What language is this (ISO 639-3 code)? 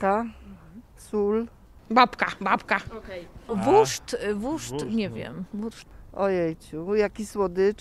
szl